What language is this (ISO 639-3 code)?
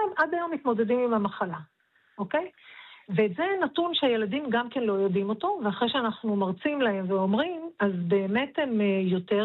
heb